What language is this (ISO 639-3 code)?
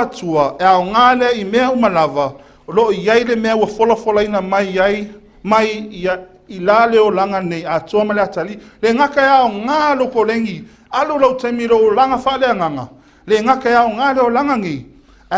smo